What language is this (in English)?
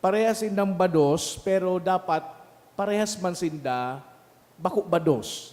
Bikol